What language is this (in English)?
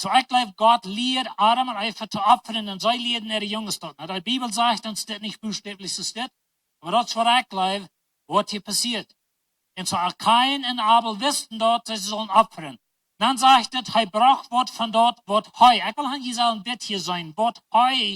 Plautdietsch